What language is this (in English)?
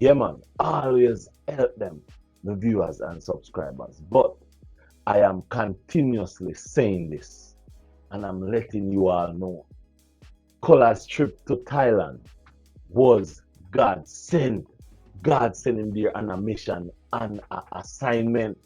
Jamaican Creole English